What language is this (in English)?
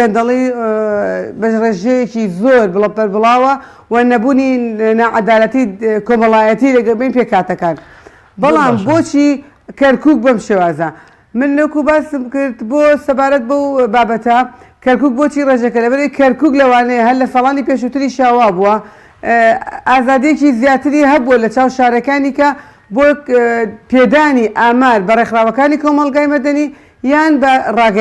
Central Kurdish